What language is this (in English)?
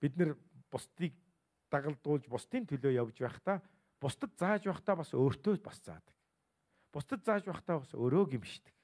Mongolian